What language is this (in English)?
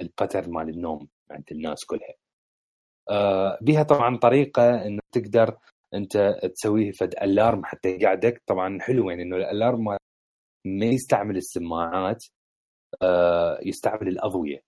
Mesopotamian Arabic